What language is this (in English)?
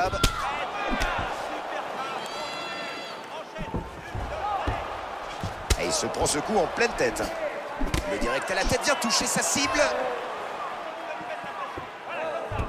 French